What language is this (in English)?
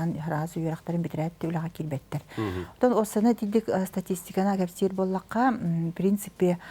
Yakut